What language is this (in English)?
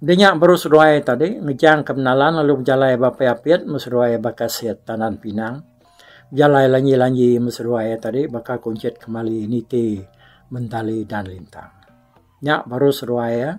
Iban